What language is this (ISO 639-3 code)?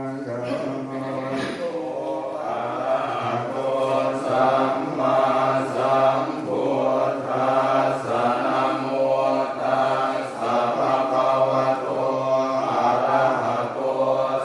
pli